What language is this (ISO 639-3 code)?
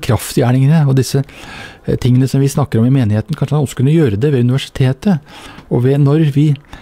nor